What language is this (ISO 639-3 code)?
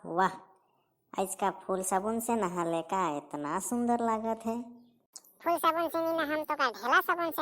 sck